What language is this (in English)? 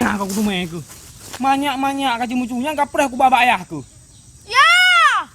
Achinese